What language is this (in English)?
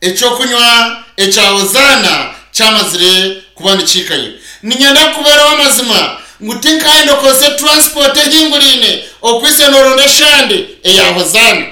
Nyankole